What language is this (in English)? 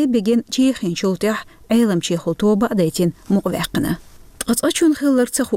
Chechen